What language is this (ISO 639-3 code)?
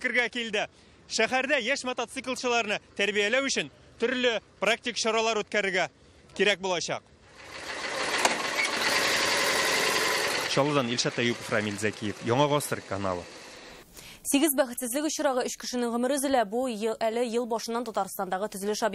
tat